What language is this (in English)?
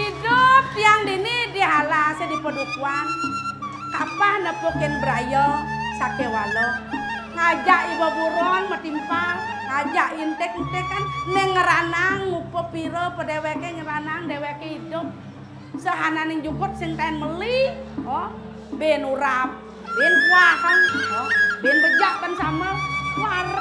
Balinese